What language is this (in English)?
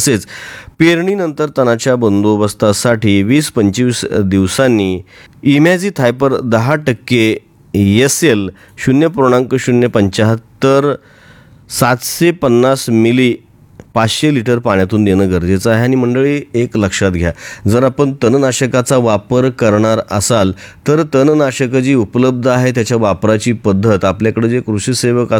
Marathi